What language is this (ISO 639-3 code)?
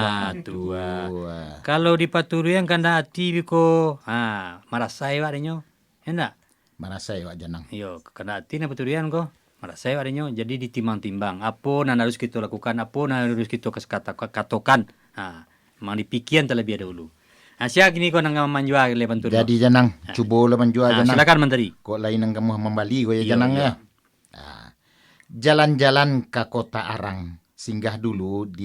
min